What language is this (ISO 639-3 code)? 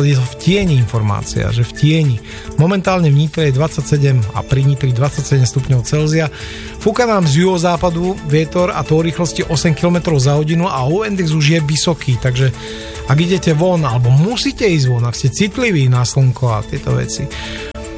slk